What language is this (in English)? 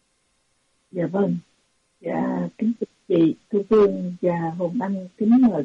Vietnamese